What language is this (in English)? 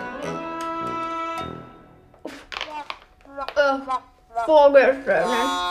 Swedish